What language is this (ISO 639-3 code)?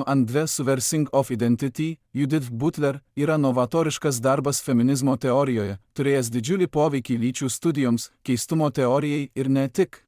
lit